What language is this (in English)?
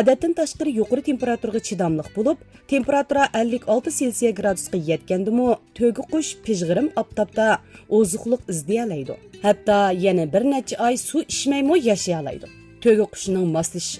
Uyghur